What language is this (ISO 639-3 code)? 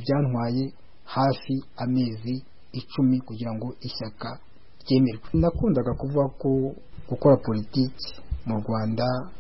kin